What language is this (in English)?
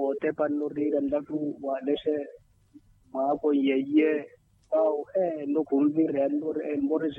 Makhuwa